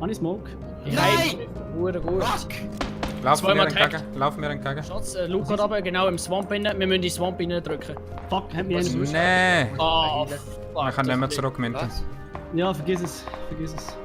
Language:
Swiss German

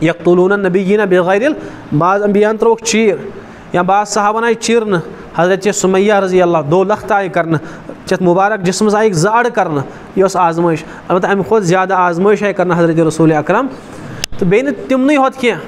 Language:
Kashmiri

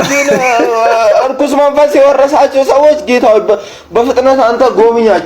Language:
Amharic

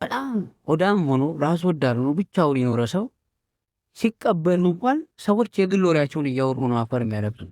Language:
Amharic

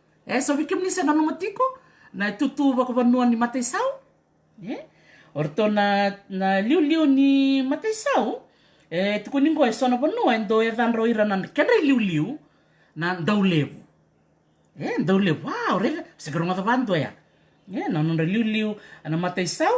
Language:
Fijian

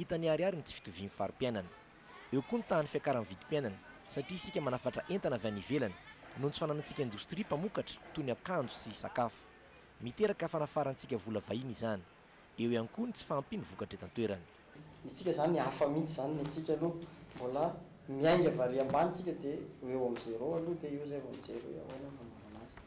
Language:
Malagasy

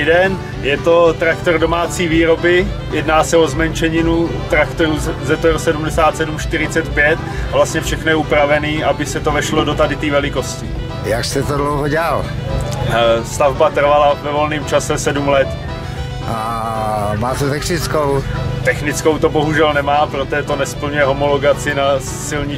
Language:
Czech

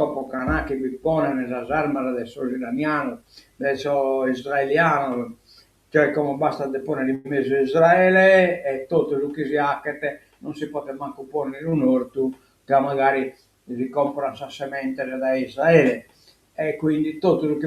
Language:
Sardinian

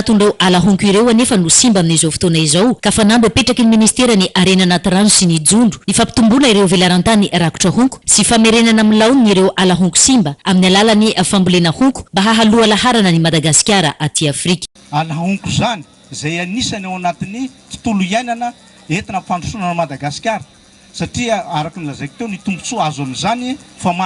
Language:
Malagasy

